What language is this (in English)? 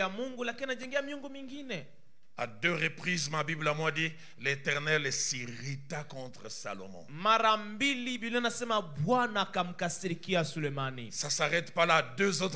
Swahili